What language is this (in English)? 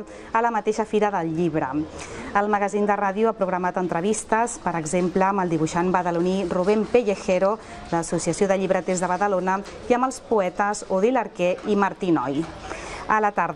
Catalan